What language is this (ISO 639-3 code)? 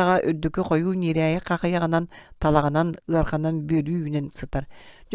sah